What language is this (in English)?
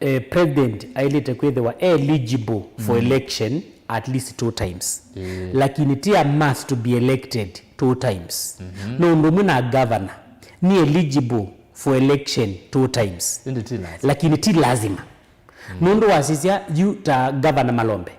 Kamba